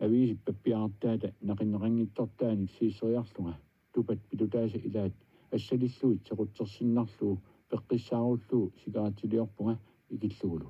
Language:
Kalaallisut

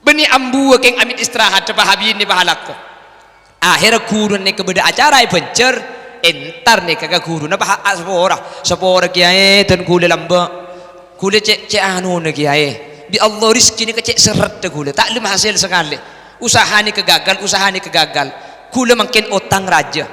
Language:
Madurese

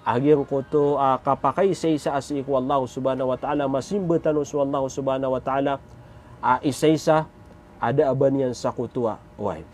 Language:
Maranao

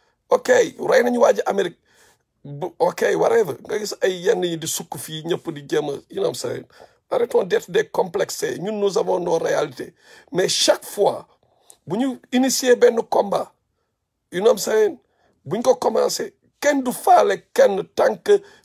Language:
Wolof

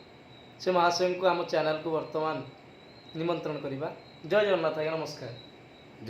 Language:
Odia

